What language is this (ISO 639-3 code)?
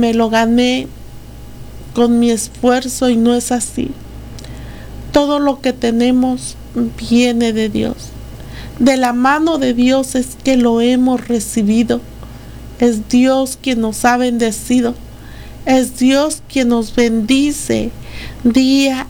spa